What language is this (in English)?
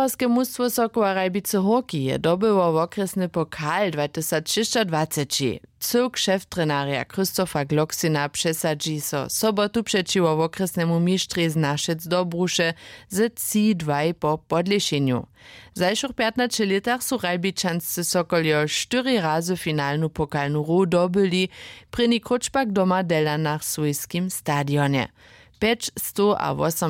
Upper Sorbian